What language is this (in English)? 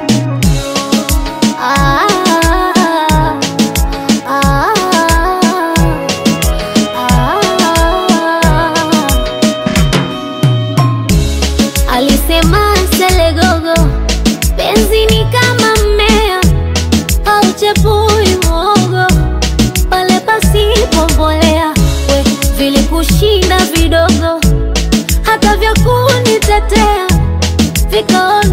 Swahili